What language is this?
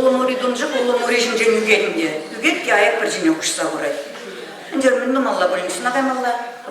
Chuvash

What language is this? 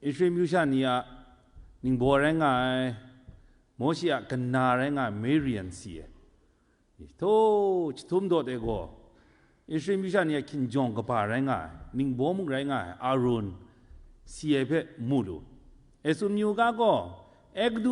Kachin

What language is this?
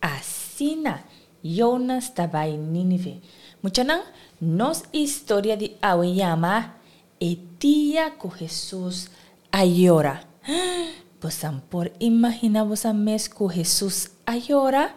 Papiamento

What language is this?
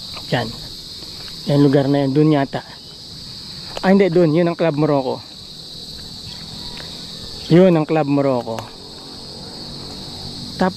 Filipino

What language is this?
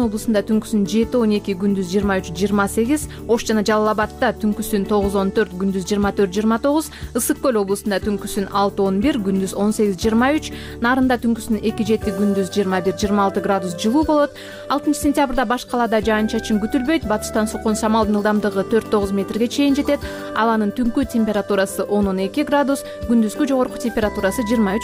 Kyrgyz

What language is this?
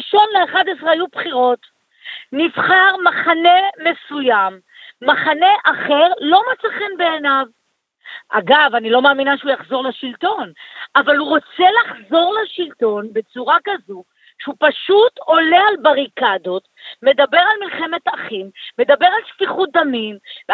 Hebrew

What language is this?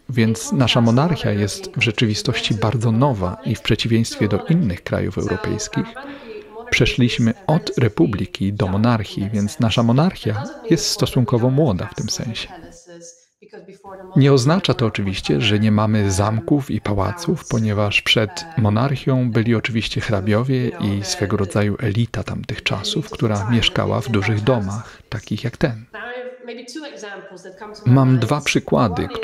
Polish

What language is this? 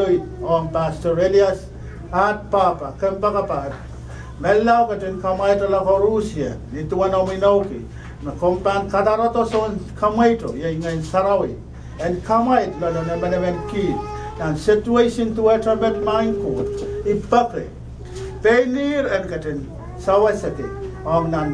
Pohnpeian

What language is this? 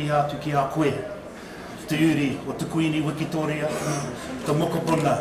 Māori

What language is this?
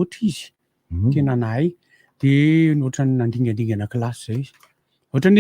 Malagasy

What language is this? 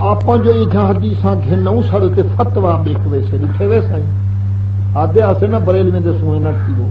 Saraiki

